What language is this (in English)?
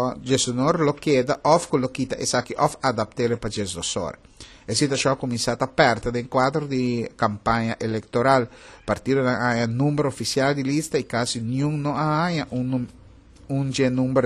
Papiamento